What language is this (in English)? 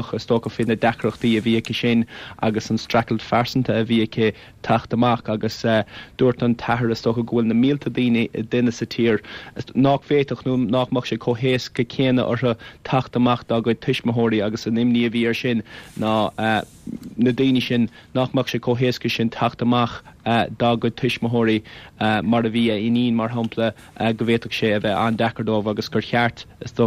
Irish